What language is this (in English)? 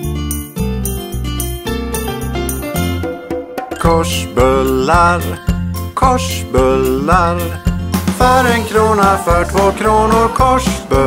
Swedish